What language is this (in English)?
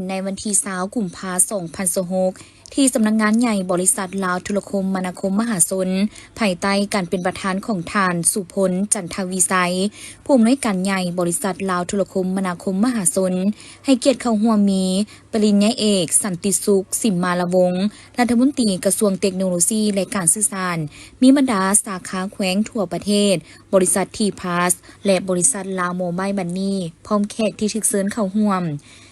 Lao